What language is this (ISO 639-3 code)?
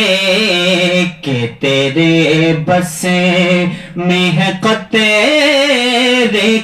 skr